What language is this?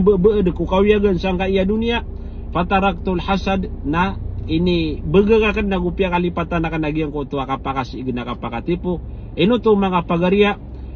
Maranao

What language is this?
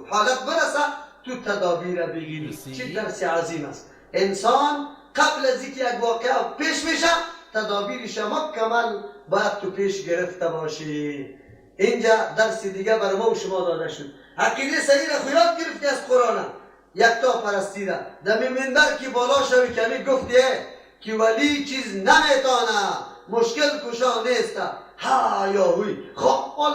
Persian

